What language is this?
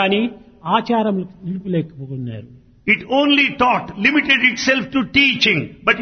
Telugu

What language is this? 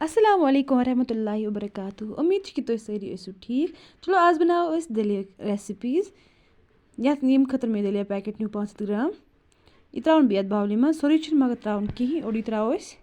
Kashmiri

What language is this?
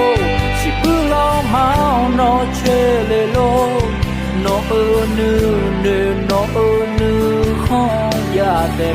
Akha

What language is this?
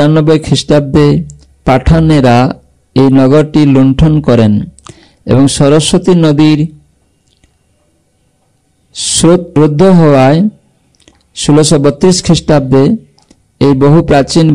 Bangla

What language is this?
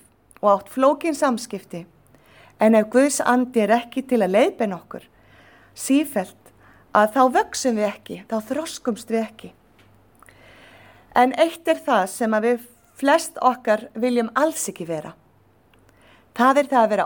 Icelandic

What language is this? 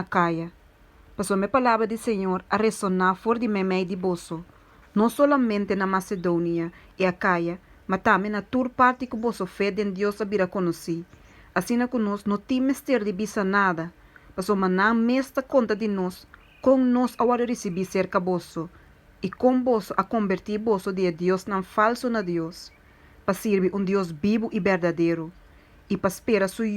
Papiamento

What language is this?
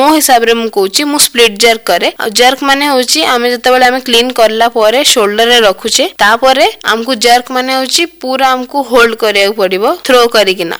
Odia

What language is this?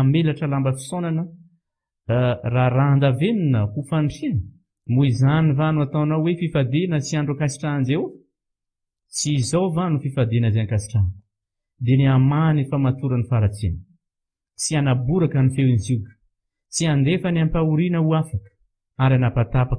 Malagasy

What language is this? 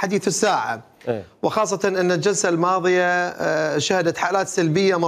Mesopotamian Arabic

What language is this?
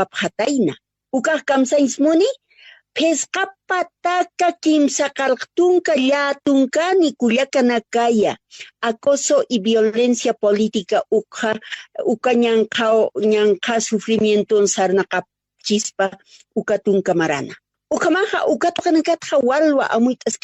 Aymara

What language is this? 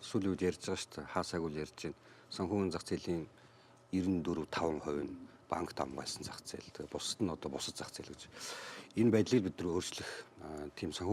Mongolian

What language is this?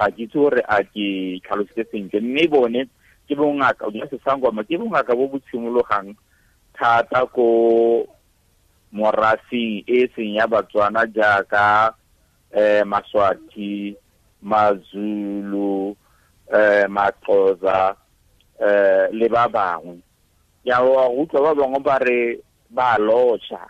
Tswana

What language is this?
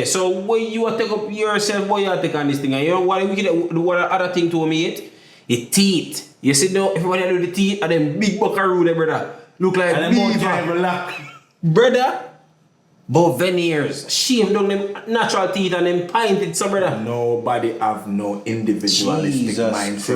Jamaican Creole English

